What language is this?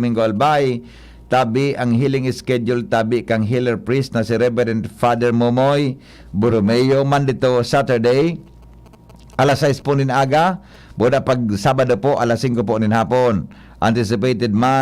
Bikol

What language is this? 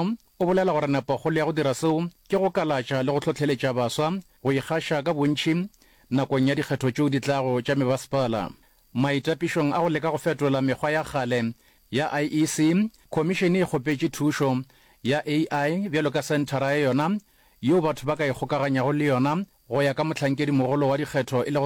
Northern Sotho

